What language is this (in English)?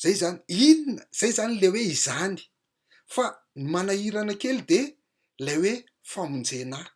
Malagasy